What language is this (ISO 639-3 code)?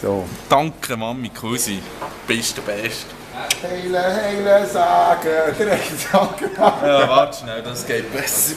gsw